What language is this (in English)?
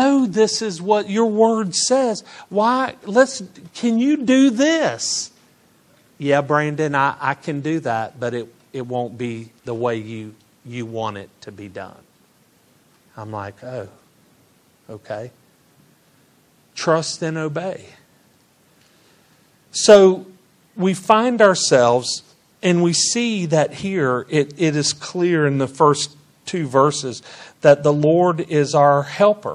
English